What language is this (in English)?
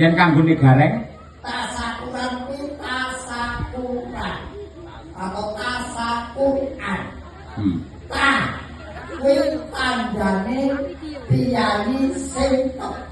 Javanese